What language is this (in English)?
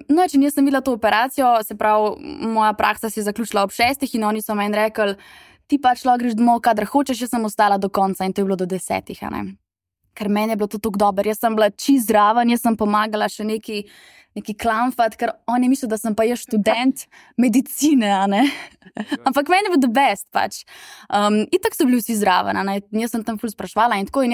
Slovenian